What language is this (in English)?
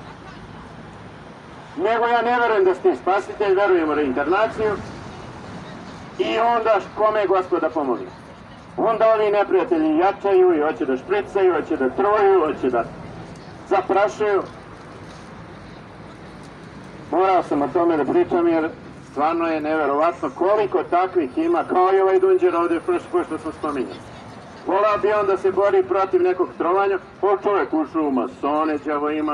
Serbian